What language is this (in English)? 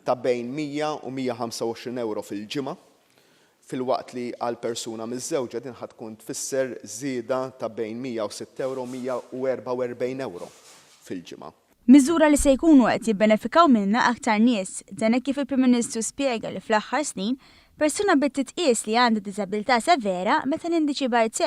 Maltese